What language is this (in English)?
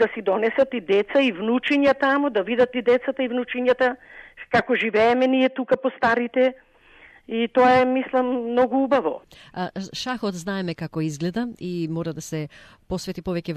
Macedonian